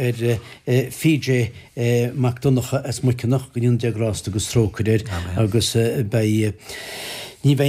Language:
Irish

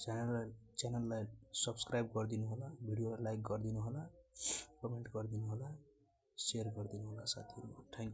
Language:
Nepali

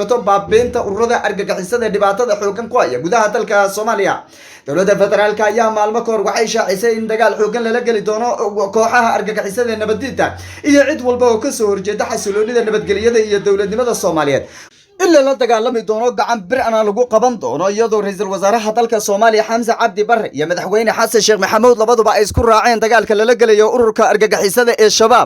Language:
Somali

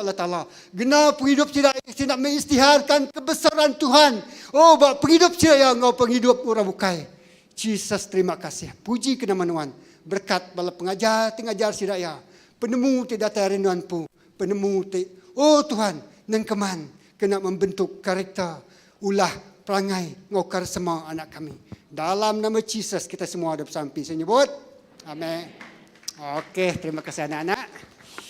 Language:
Iban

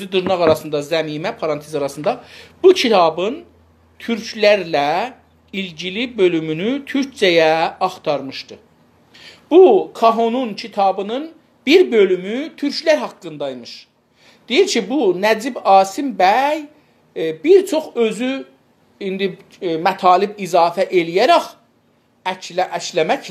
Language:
South Azerbaijani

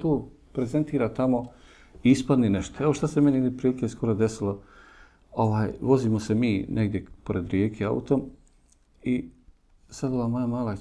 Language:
Bosnian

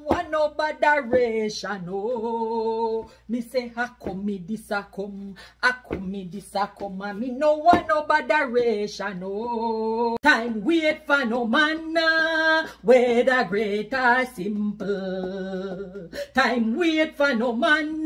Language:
Jamaican Creole English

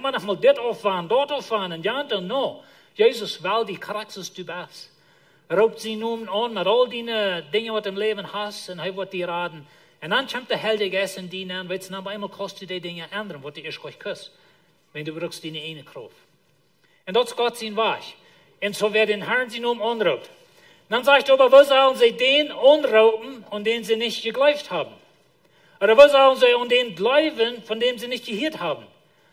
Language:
Plautdietsch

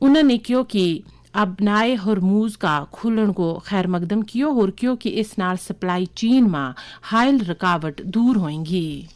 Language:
Gujari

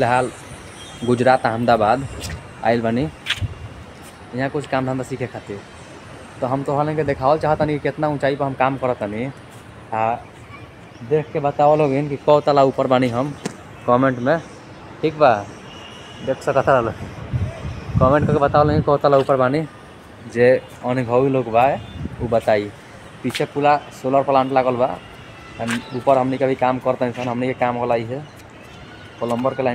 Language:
Bhojpuri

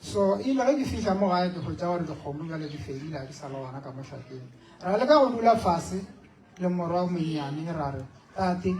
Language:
Northern Sotho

